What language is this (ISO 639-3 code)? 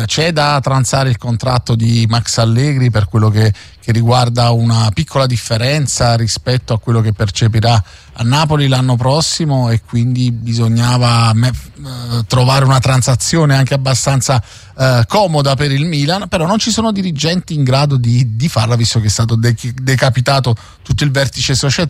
ita